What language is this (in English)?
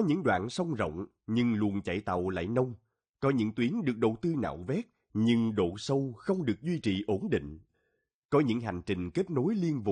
Vietnamese